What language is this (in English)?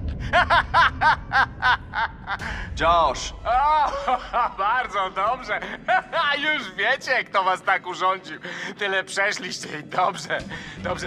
Polish